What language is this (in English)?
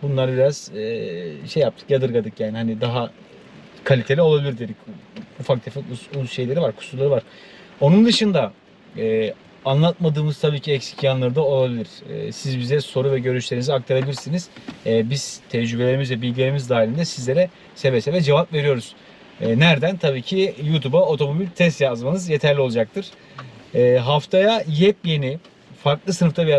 Turkish